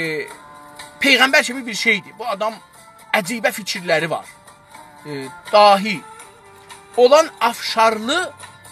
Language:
South Azerbaijani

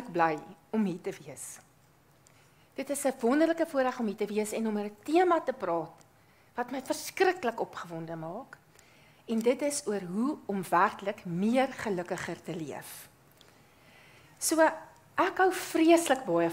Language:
Afrikaans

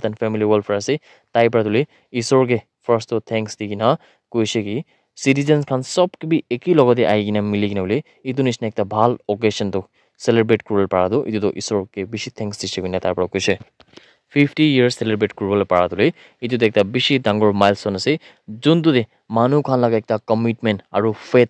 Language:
Naga Pidgin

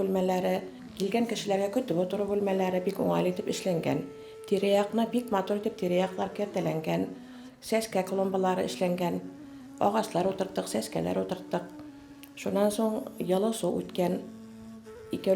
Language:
Bashkir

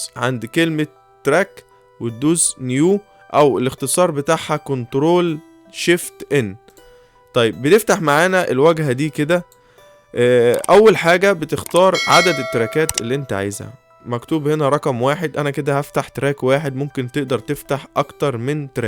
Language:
Egyptian Arabic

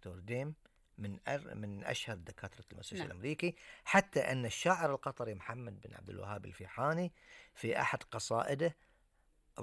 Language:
Gulf Arabic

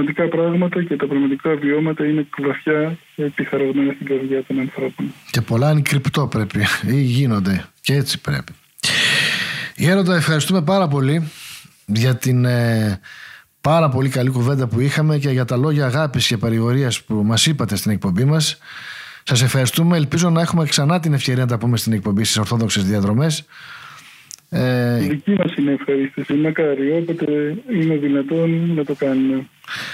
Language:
Greek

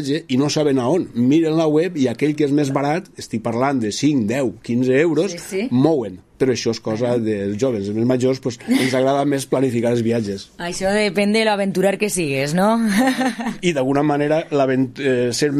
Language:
Catalan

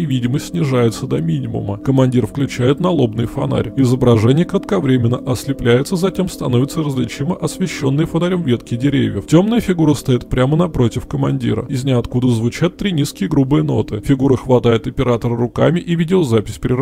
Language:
Russian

